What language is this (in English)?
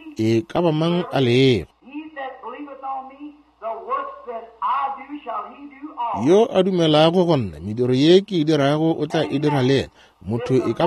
Northern Sotho